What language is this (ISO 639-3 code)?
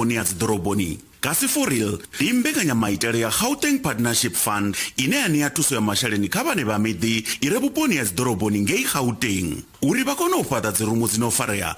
ven